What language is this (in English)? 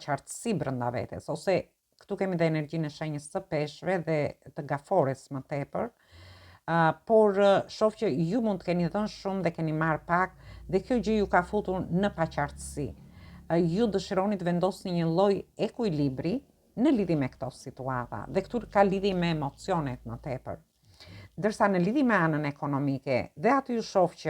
Albanian